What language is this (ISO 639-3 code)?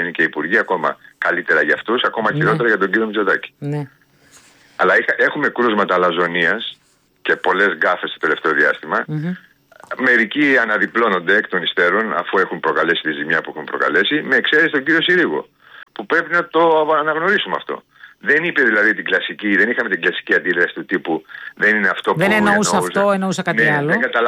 ell